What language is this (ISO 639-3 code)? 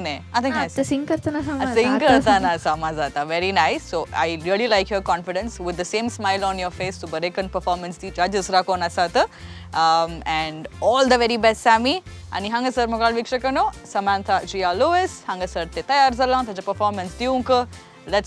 kok